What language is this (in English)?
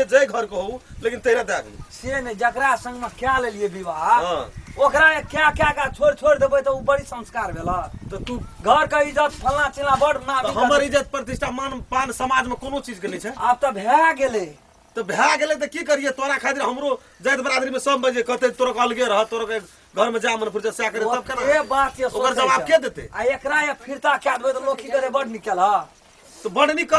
Maithili